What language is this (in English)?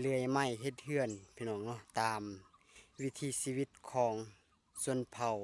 Lao